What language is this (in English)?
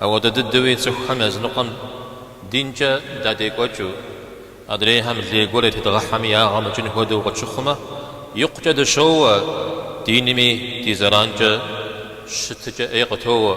Kabardian